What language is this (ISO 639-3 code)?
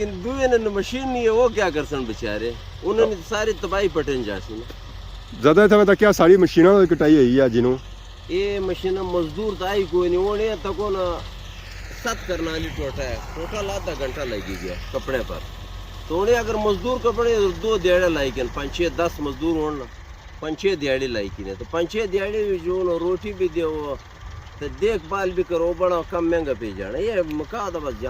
phr